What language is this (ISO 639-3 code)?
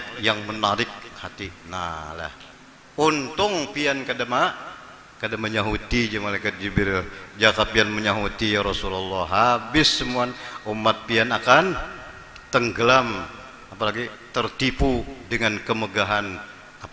bjn